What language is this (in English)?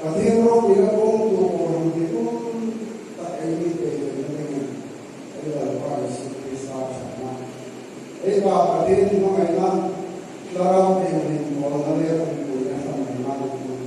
Hmar